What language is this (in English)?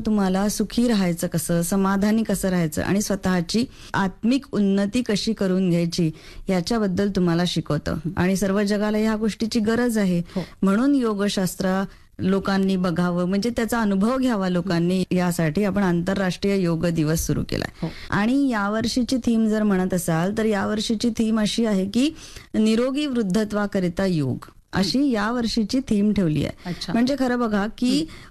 Marathi